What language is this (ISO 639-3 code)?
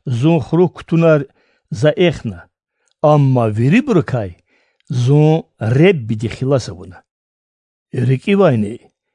lez